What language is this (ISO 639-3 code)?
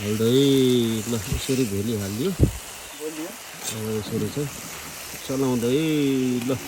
nep